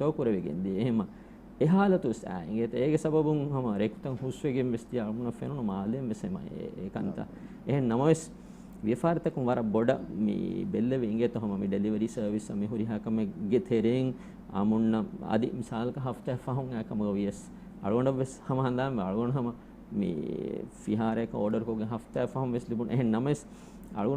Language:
Divehi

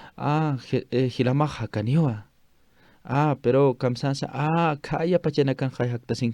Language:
Aymara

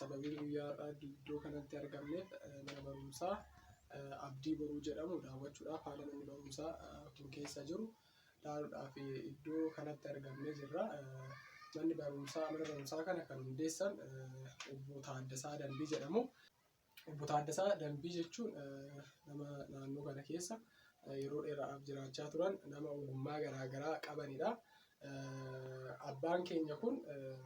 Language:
Oromo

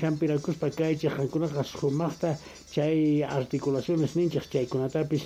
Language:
South Bolivian Quechua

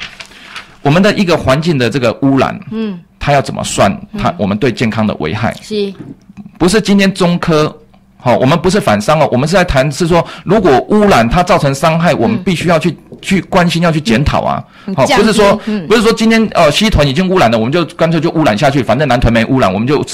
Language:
Chinese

